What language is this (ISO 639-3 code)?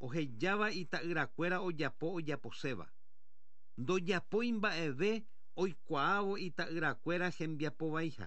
grn